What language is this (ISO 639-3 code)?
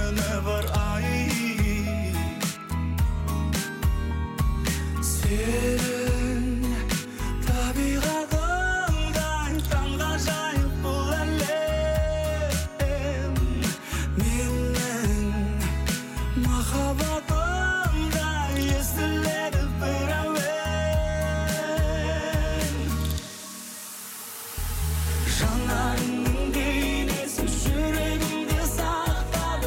kaz